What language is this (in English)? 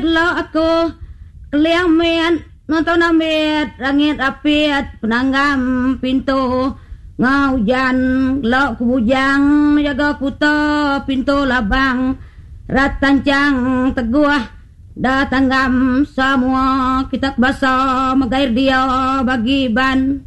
Iban